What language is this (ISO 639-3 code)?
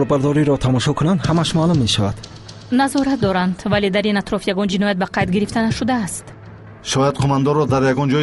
tgk